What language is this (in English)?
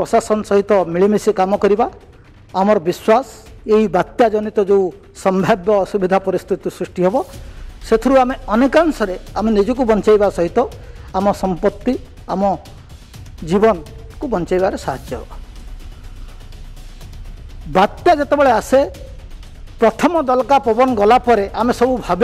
Odia